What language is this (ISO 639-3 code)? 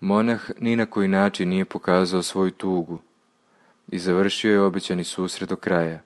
srp